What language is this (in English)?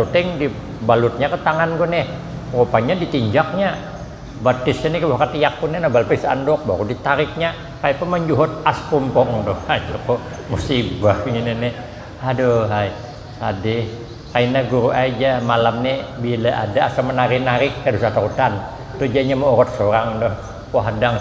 Banjar